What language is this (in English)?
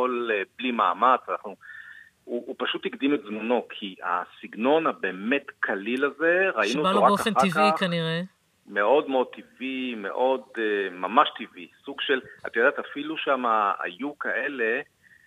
Hebrew